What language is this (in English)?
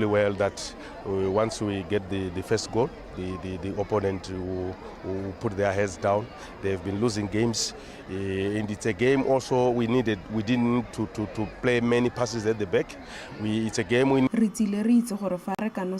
Tswana